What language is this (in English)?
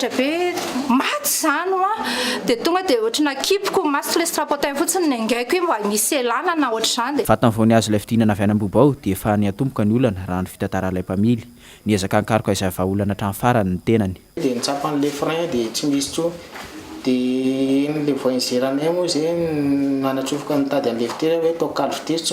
Malagasy